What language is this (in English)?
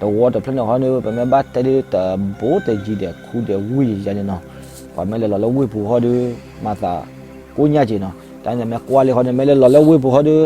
S'gaw Karen